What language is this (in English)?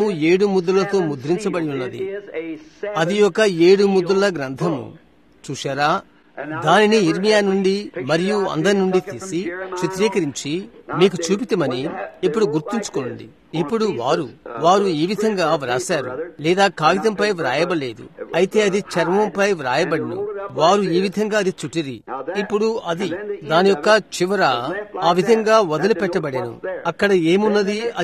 Telugu